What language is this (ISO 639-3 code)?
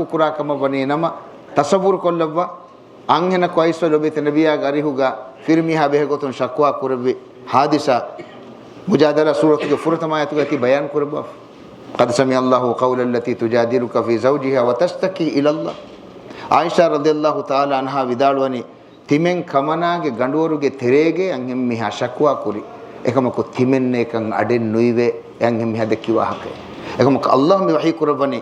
div